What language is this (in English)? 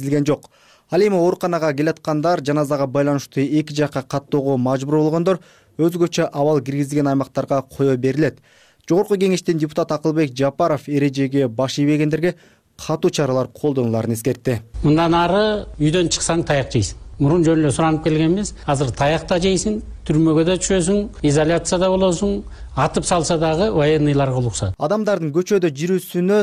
Kyrgyz